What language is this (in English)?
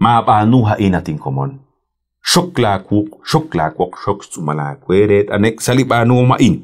Kekchí